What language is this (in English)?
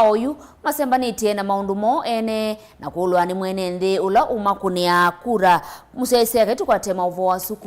Kamba